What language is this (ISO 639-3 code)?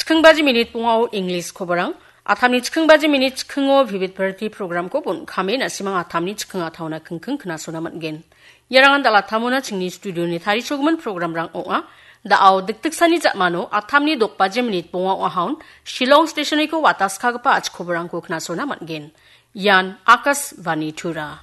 grt